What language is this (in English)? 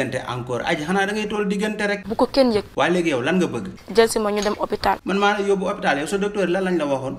Wolof